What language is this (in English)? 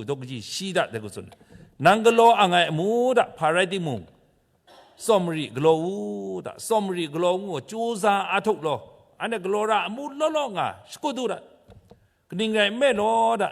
Kachin